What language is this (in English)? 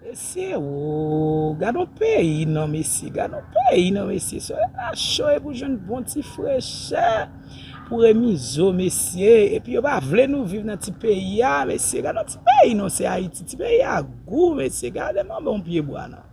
Haitian Creole